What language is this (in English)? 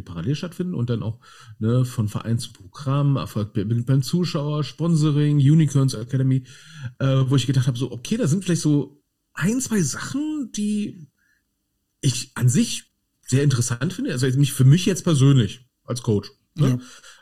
German